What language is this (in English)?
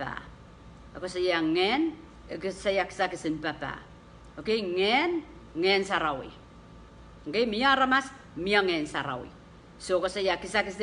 Pohnpeian